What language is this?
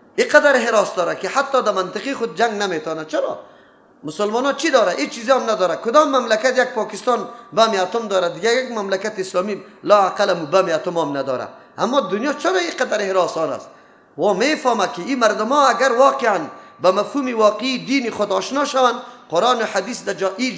Persian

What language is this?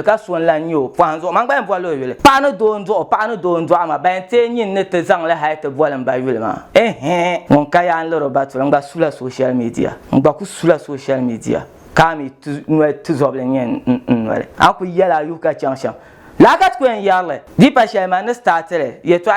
Dagbani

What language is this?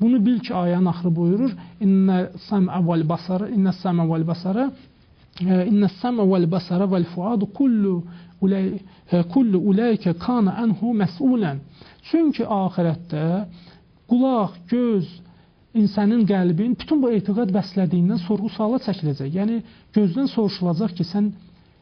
Azerbaijani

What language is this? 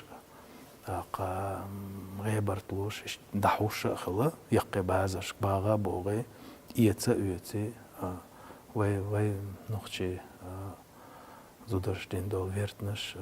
Chechen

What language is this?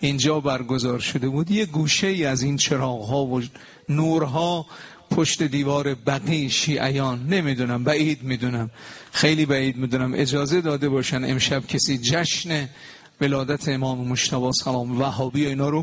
Persian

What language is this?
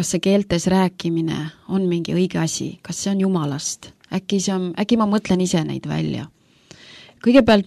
Estonian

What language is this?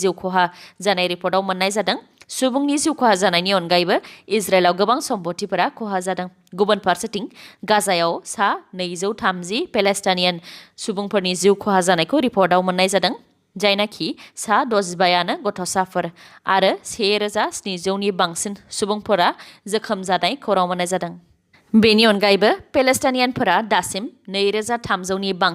Bodo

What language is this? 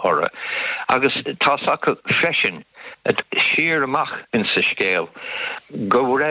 Irish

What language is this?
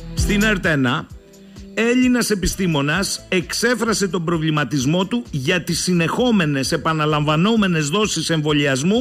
Greek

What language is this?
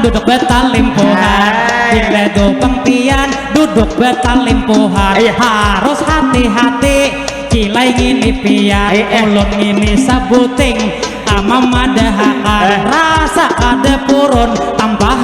Banjar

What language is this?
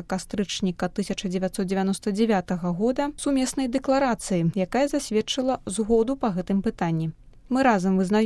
Belarusian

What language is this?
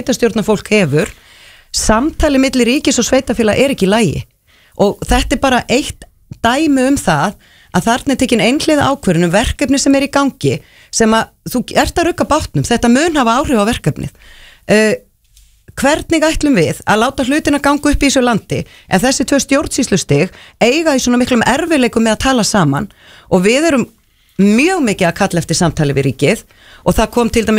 Icelandic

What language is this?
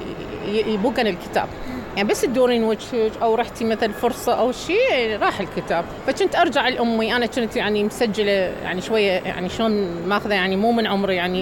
Mesopotamian Arabic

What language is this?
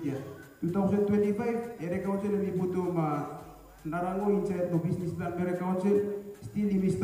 Bislama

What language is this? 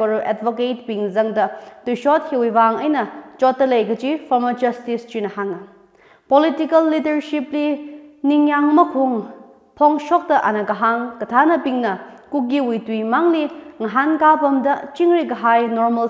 Tangkhul Naga (India)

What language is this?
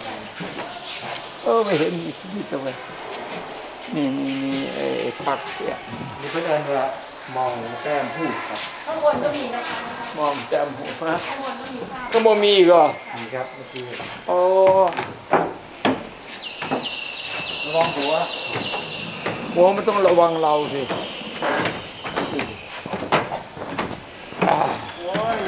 Thai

